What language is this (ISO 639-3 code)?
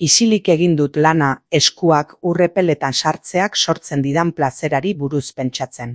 eus